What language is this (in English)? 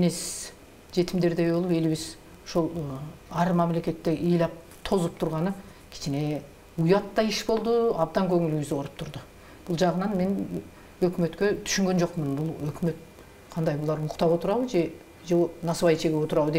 Kyrgyz